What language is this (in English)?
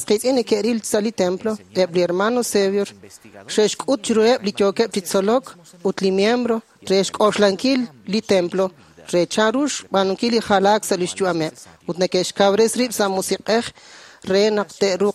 Kekchí